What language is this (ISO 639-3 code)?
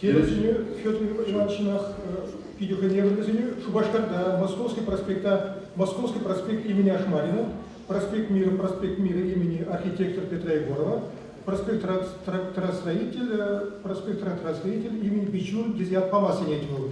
chv